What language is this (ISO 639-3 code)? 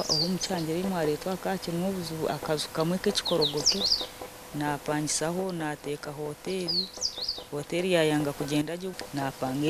nyn